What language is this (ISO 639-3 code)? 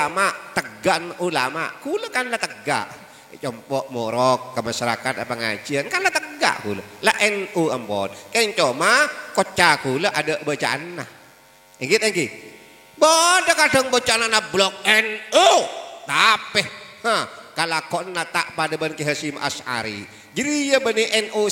mad